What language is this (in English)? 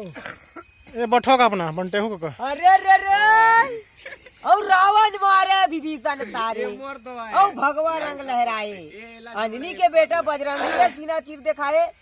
Chhattisgarhi